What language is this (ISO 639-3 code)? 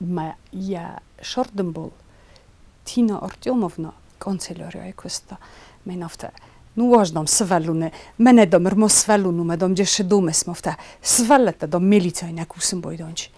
oss